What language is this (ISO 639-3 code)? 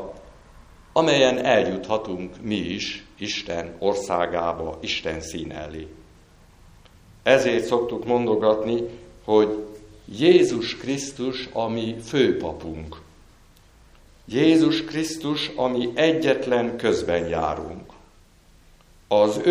hun